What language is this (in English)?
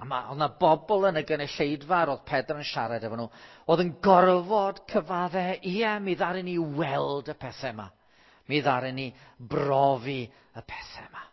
Welsh